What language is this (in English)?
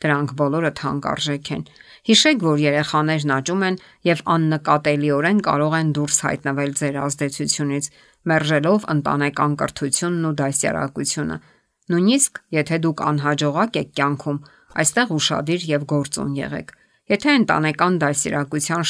Armenian